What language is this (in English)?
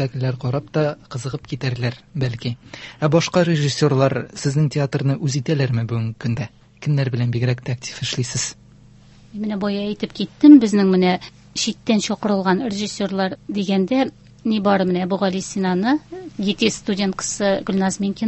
Tatar